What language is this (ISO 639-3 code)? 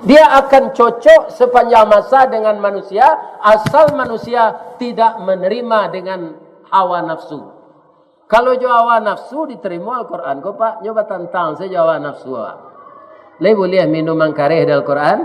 min